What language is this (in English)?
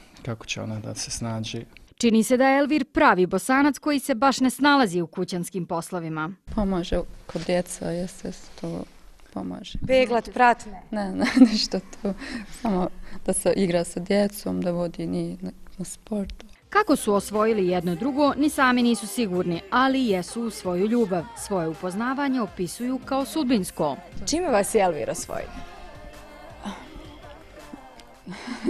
Bosnian